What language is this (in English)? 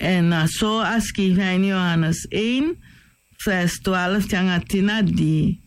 Sranan Tongo